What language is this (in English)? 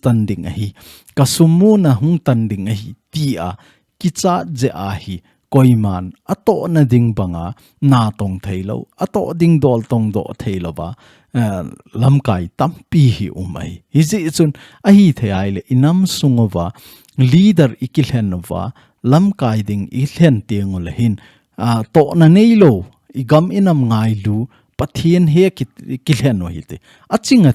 Thado Chin